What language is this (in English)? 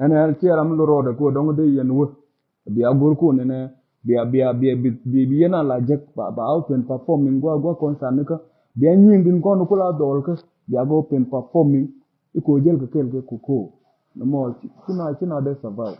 Nuer